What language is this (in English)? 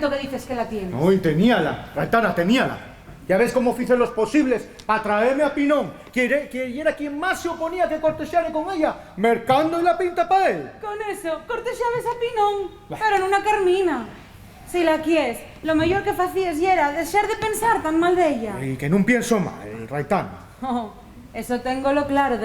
Asturian